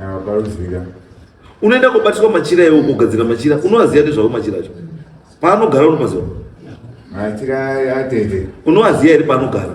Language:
Shona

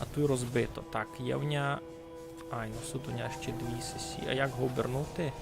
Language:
Rusyn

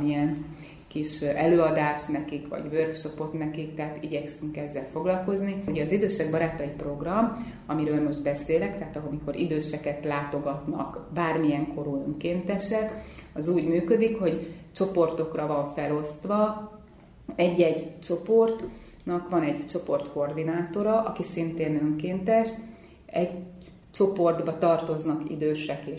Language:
Hungarian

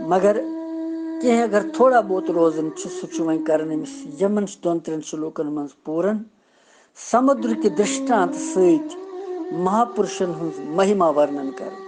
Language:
Kashmiri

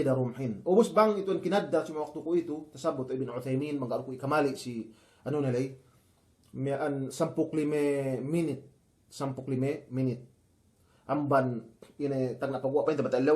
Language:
Yakan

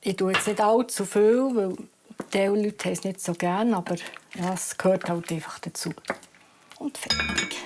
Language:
Swiss German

